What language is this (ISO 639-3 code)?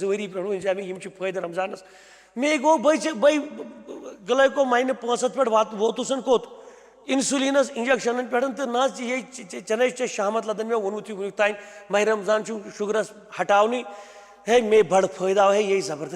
kas